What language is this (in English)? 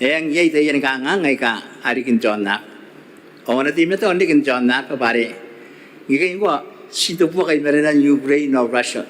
Gilbertese